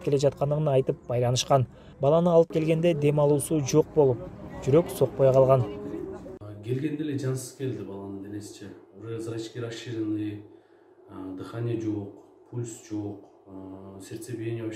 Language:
Kyrgyz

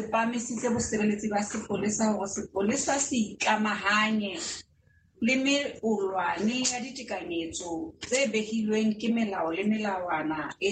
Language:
Southern Sotho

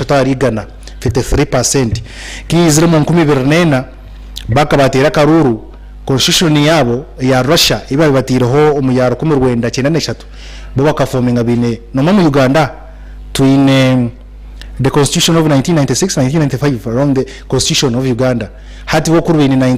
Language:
Nyankole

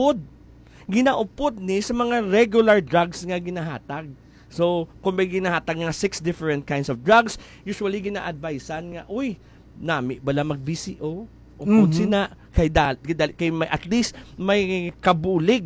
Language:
Hiligaynon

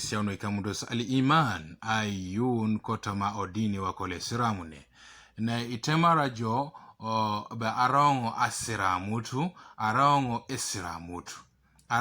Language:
Teso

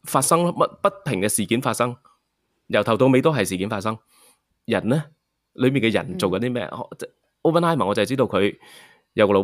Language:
Cantonese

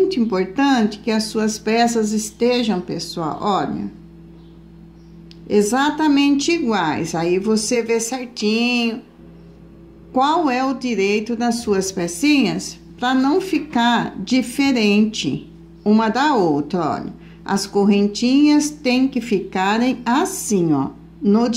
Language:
Portuguese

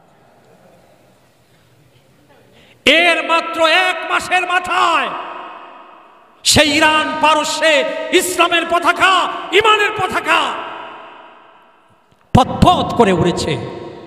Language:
Bangla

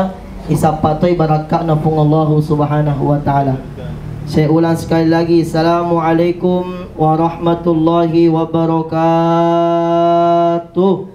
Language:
Buginese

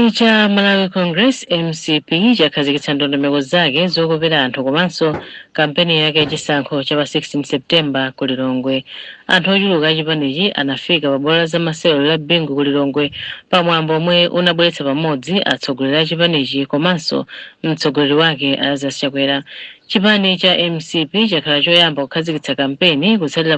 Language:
Nyanja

